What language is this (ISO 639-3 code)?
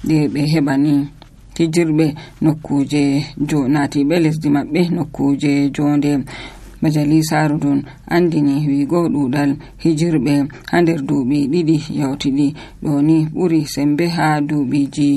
fuv